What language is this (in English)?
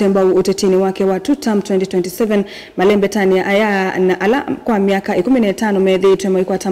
Kamba